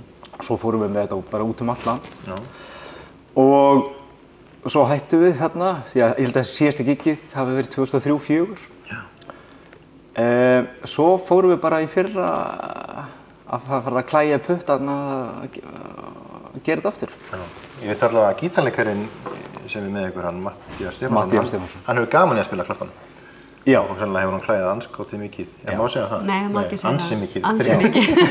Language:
Icelandic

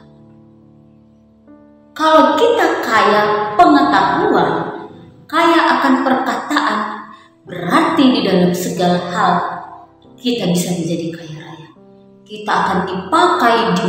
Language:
Indonesian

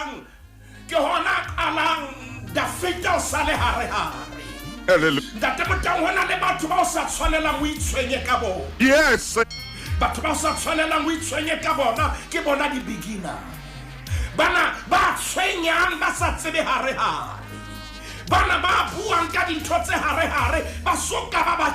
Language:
Southern Sotho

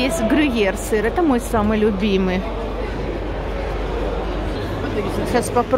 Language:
Russian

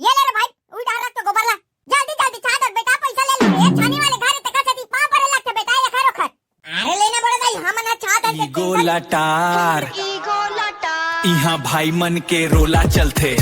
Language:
Chhattisgarhi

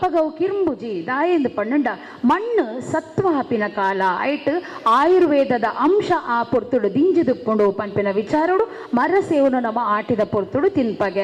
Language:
Tulu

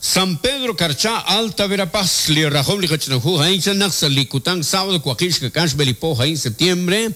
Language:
Kekchí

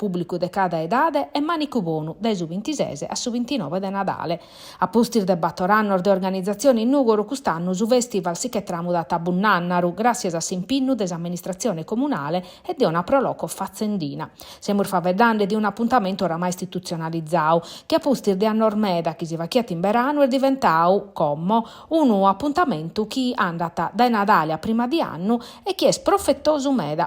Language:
Sardinian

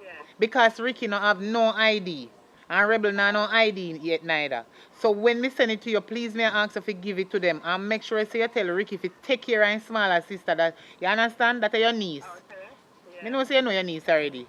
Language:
Jamaican Creole English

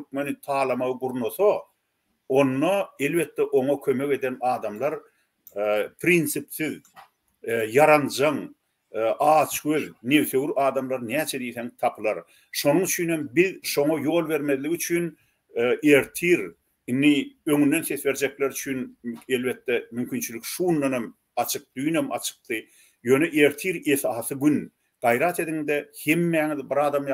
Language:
Turkmen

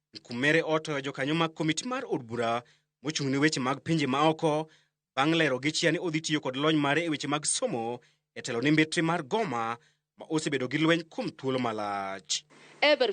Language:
Luo (Kenya and Tanzania)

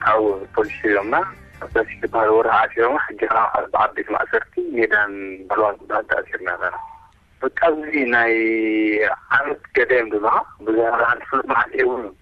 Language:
Tigrinya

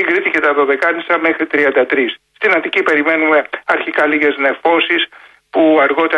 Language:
Greek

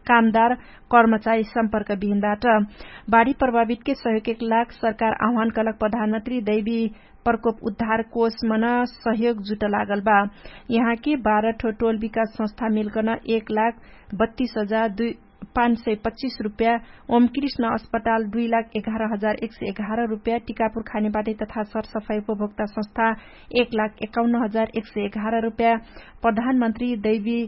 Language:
Dangaura Tharu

